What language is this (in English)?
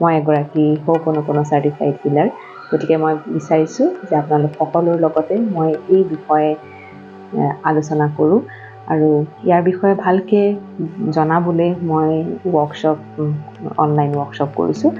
Assamese